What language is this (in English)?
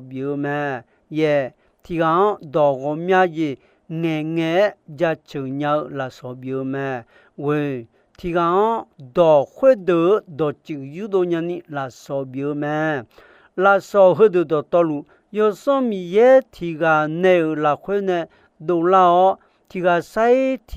Akha